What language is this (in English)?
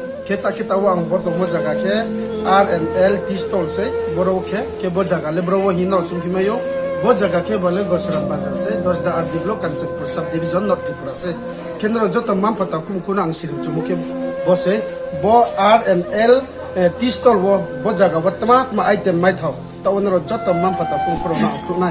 Riang (India)